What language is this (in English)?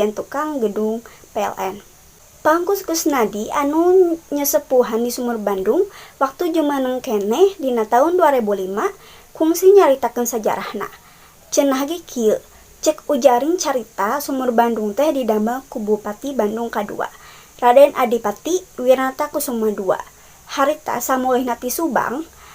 Sundanese